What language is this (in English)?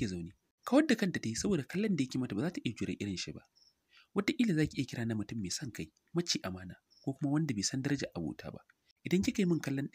Hausa